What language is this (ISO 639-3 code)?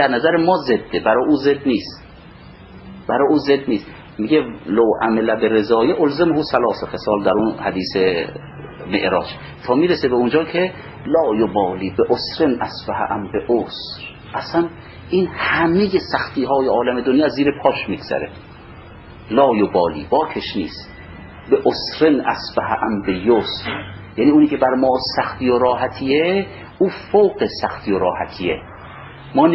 fas